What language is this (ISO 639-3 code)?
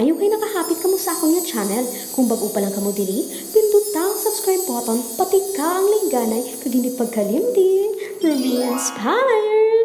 hil